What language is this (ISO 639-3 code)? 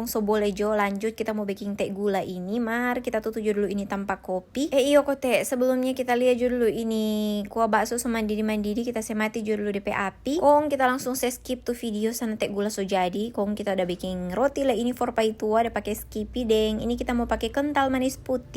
xmm